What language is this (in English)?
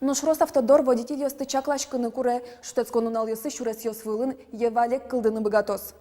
Udmurt